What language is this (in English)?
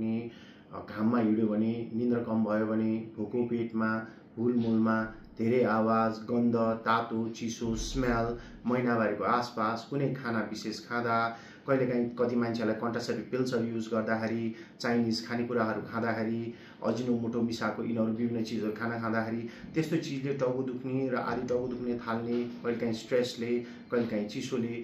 Nepali